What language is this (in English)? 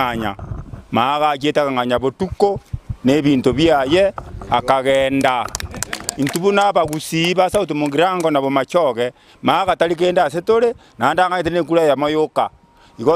Gusii